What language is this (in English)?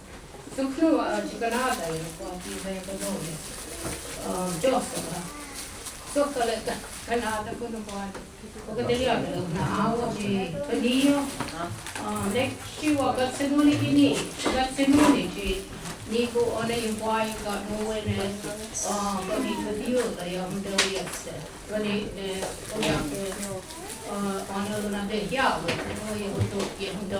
Mohawk